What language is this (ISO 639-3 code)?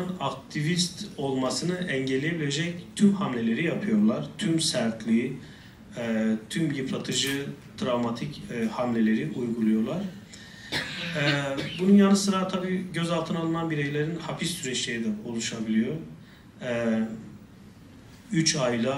tur